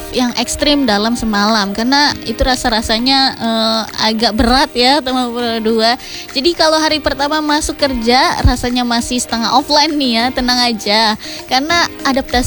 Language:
Indonesian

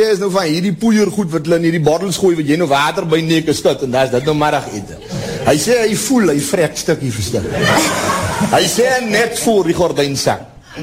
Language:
Afrikaans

